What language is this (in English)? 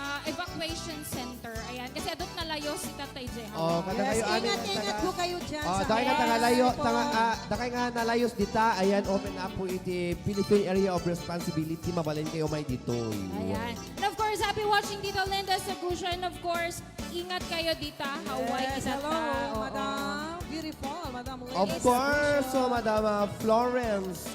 Iloko